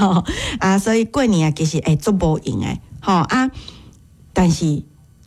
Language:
Min Nan Chinese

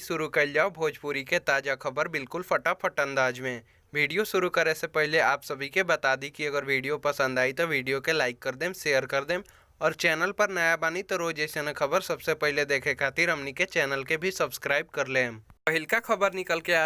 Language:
Bhojpuri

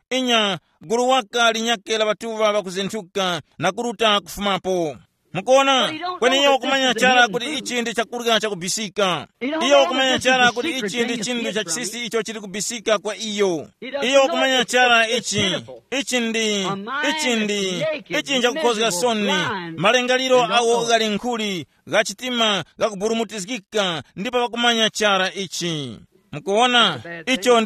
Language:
Tumbuka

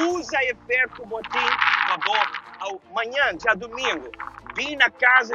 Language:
Papiamento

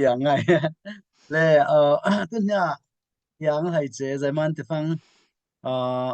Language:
Falam Chin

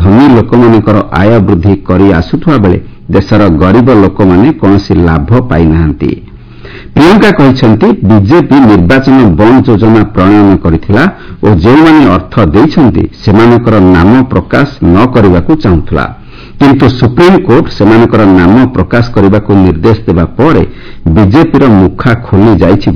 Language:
Odia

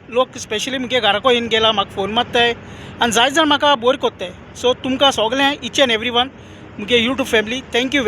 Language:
Konkani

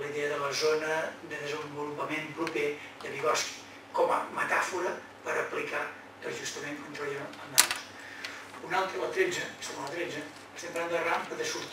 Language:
Catalan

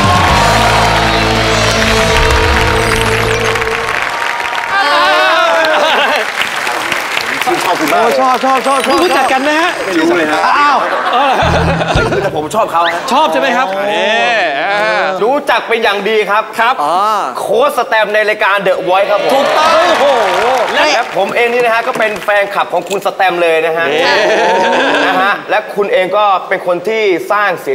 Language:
Thai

